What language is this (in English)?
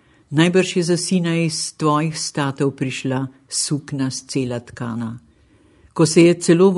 Slovenian